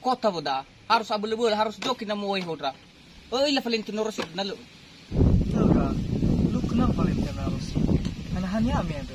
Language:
Nias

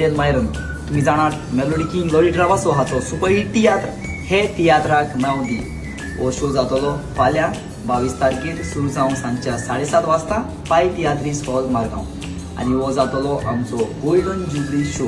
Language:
Konkani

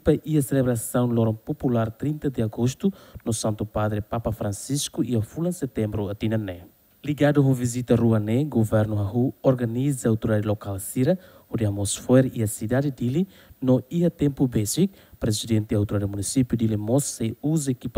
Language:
Tetum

